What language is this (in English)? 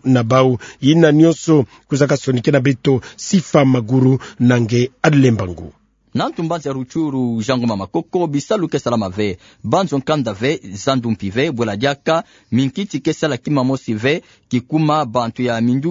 Kituba (Democratic Republic of Congo)